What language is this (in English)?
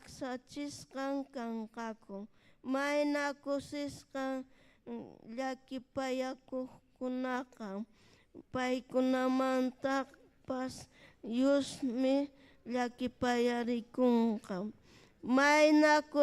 Ayacucho Quechua